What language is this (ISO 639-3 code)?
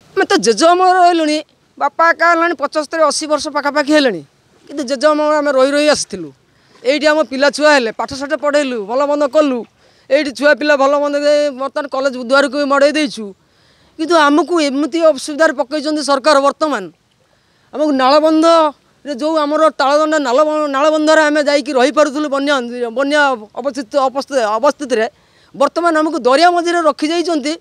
ori